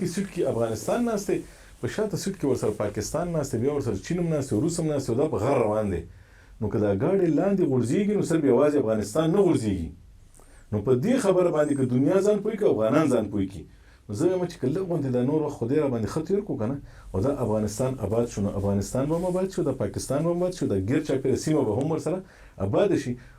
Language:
Pashto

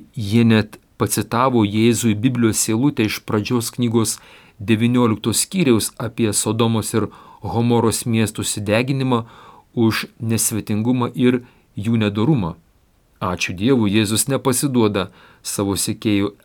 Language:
Lithuanian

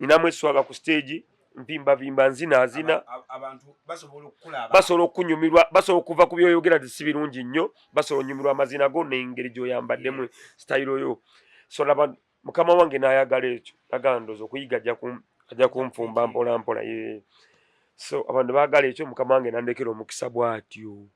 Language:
Ganda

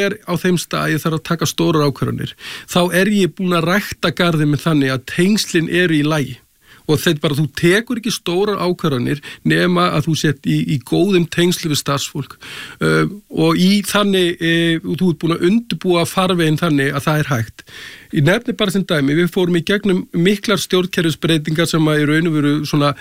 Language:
Icelandic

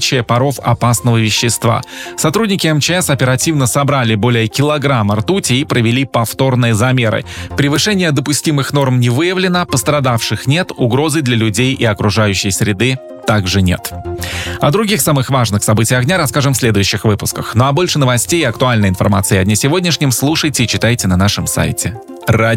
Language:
Russian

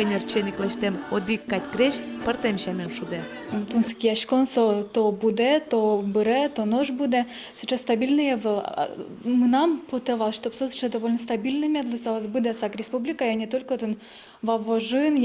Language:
Udmurt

